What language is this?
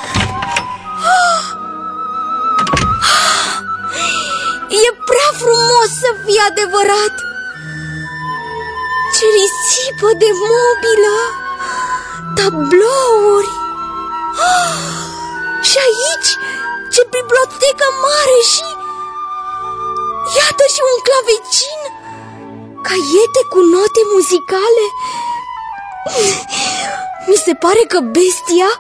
Romanian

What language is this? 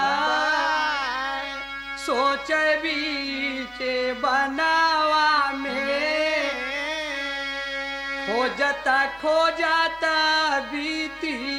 Bhojpuri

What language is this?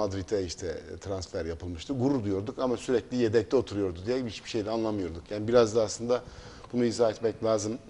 Turkish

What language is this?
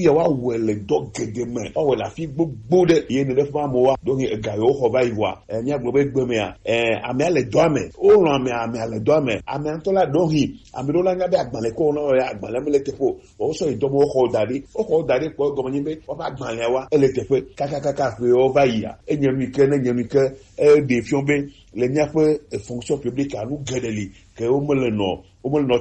Gen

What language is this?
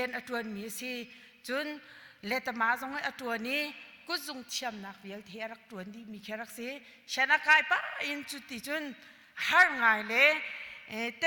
Hakha Chin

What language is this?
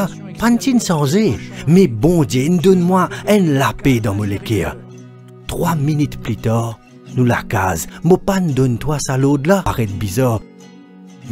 Morisyen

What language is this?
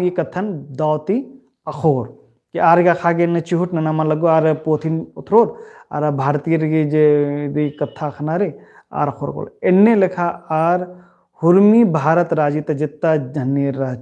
Kurukh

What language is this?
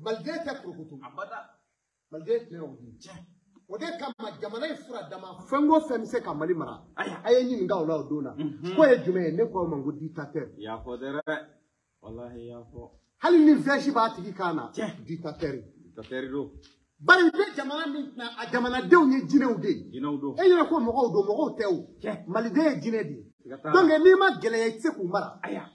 Bambara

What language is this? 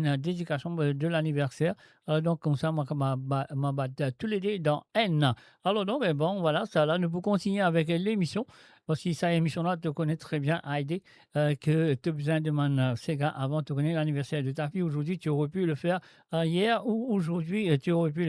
Morisyen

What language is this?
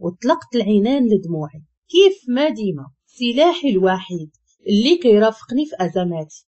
Moroccan Arabic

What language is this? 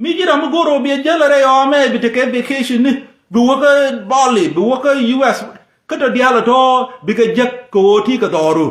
Nuer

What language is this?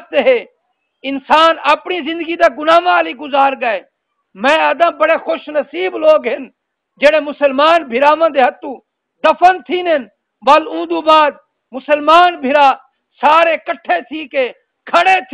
Saraiki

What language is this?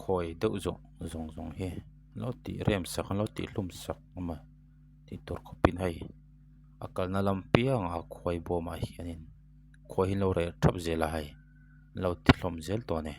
Mizo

